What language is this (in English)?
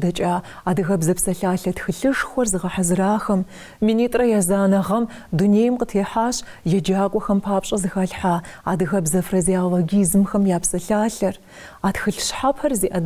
Kabardian